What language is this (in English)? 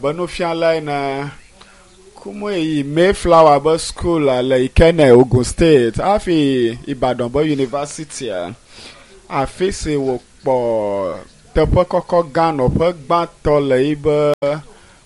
Ewe